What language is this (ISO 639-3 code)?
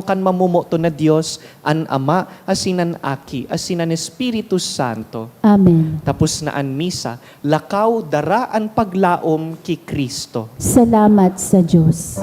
bik